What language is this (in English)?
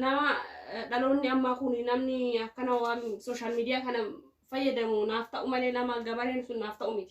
Oromo